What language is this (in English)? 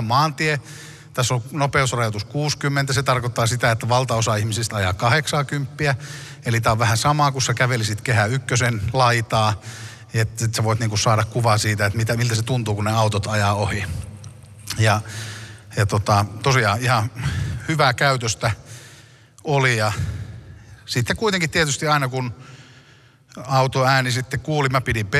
Finnish